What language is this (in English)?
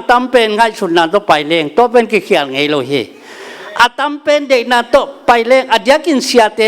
Tedim Chin